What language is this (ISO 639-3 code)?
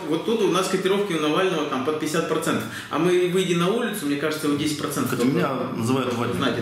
rus